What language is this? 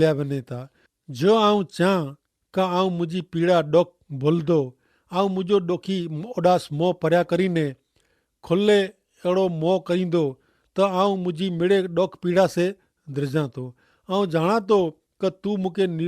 Kachhi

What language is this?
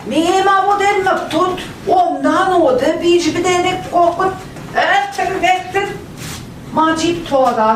Central Ojibwa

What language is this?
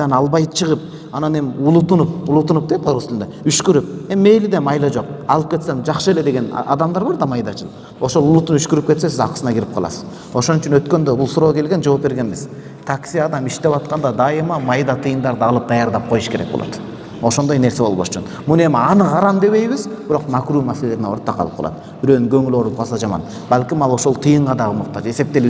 Kyrgyz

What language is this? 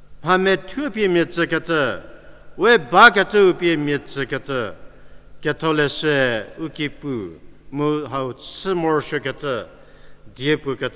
Angami Naga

